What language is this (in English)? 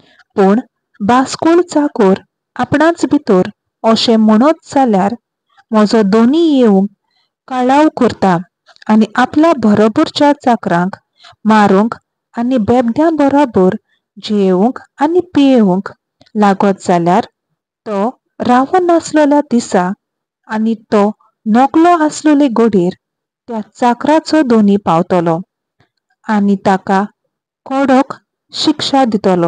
Konkani